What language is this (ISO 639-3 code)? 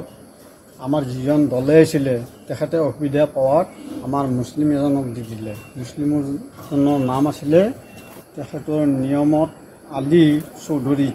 asm